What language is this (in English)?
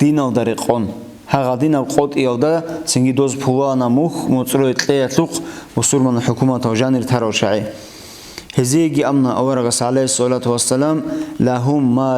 Avaric